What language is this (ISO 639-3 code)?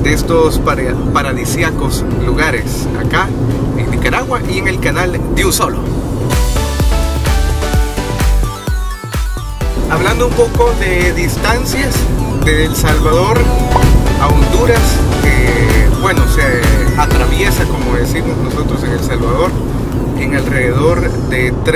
spa